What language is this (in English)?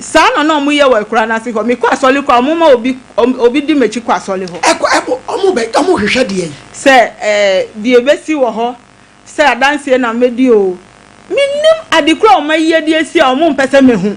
Akan